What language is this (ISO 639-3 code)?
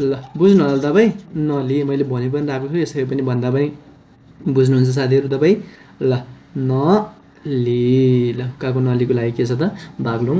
nep